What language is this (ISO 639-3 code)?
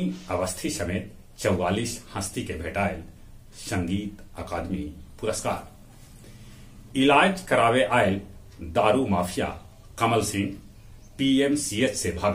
mag